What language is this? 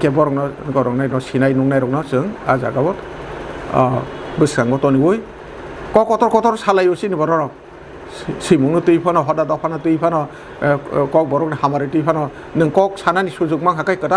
Kok Borok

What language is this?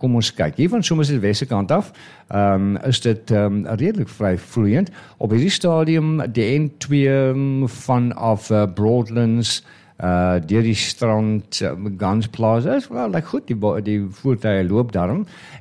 Afrikaans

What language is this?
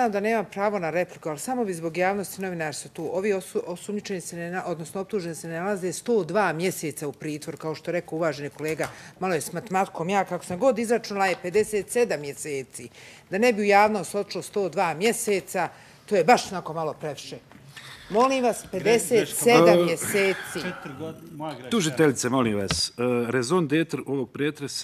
Bosnian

